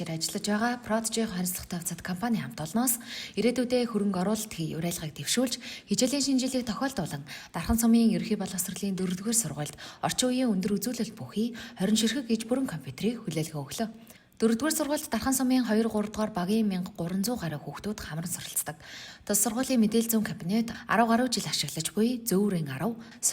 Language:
Mongolian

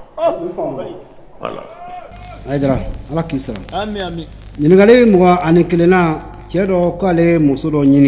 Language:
Bambara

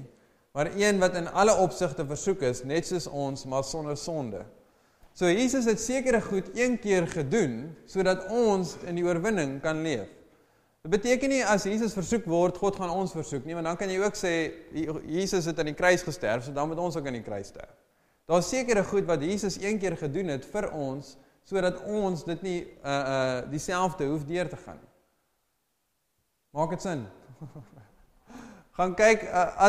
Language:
Afrikaans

